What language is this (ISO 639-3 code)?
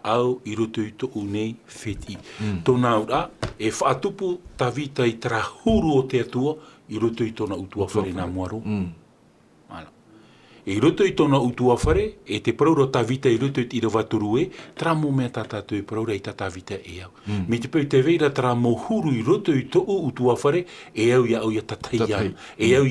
tah